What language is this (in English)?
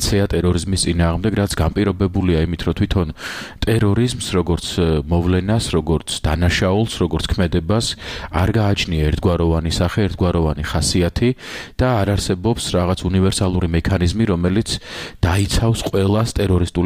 Georgian